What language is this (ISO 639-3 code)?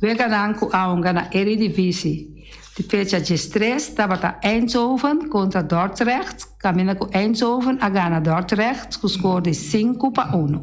pap